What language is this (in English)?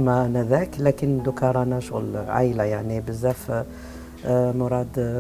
Algerian Arabic